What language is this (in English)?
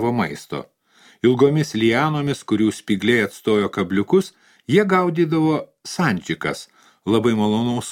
Lithuanian